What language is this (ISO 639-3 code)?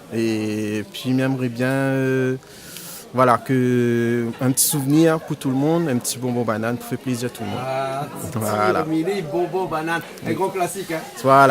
rcf